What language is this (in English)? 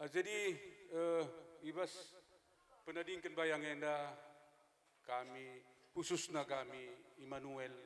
Batak Karo